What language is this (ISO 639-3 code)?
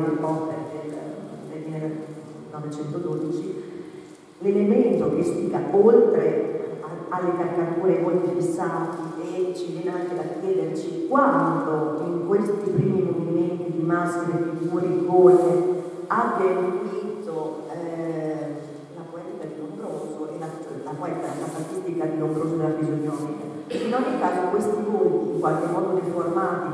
ita